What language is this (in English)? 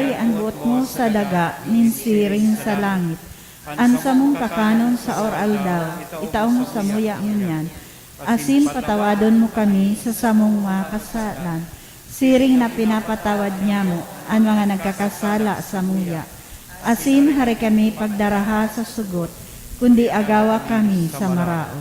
Bikol